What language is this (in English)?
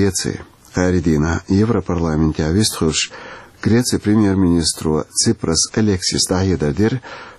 Chechen